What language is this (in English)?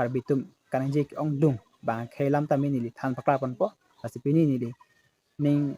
Karbi